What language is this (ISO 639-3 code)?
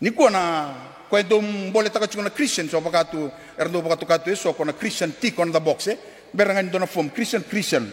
fij